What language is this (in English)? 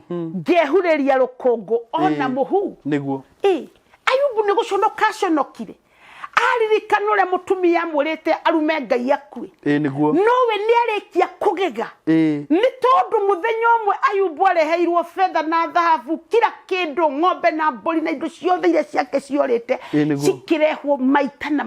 Kikuyu